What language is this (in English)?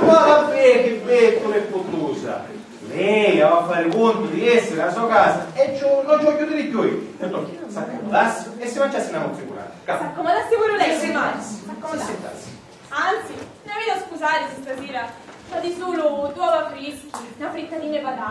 Sicilian